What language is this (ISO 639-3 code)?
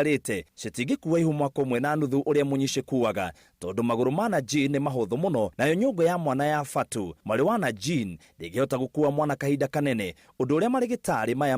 kik